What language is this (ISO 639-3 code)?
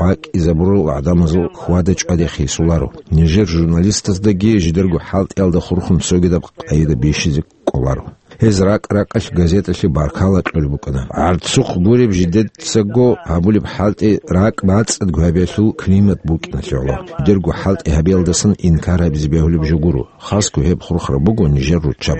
ava